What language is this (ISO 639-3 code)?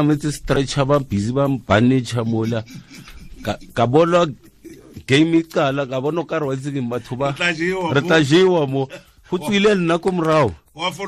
tsn